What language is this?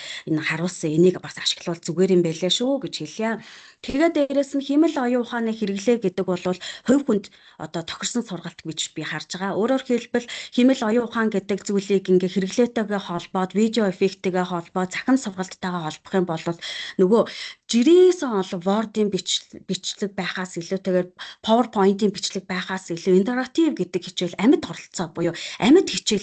Mongolian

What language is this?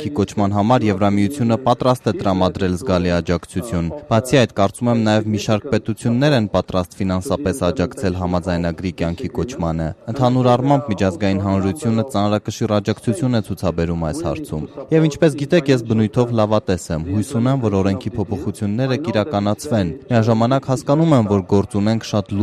Armenian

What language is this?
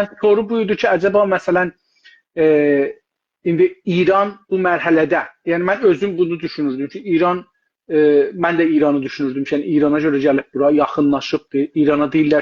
South Azerbaijani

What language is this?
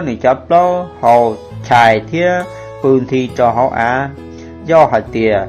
Hmong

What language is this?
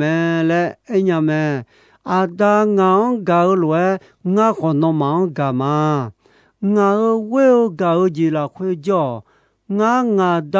Akha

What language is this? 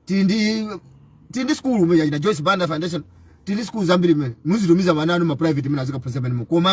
Nyanja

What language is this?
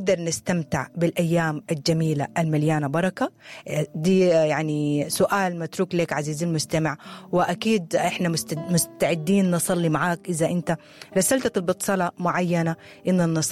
Sudanese Arabic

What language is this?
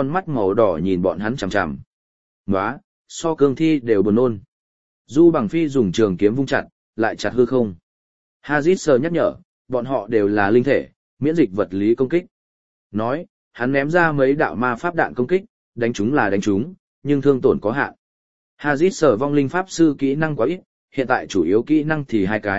Vietnamese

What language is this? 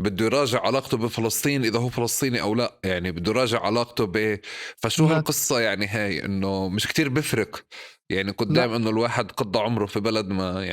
North Levantine Arabic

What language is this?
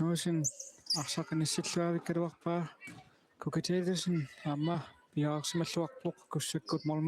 Kalaallisut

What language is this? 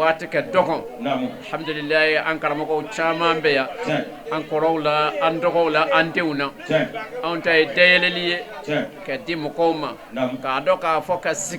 Bambara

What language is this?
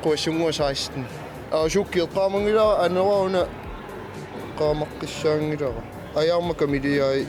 Kalaallisut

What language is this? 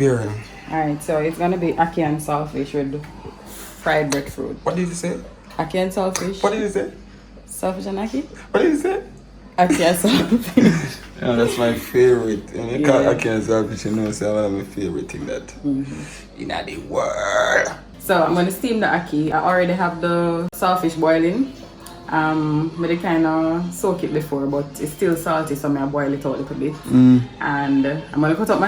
Jamaican Creole English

